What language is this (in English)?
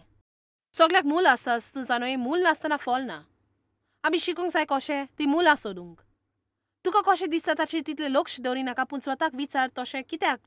Konkani